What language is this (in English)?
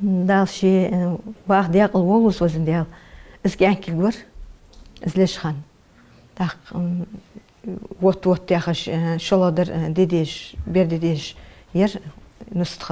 Ingush